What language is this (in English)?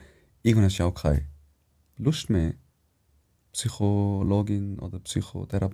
Swiss German